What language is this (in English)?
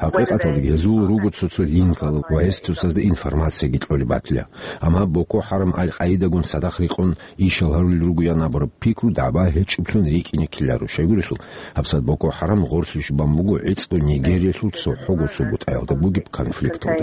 Avaric